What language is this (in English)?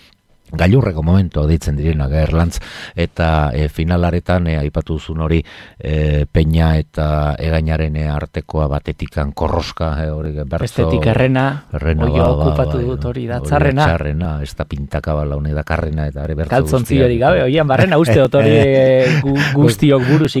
Basque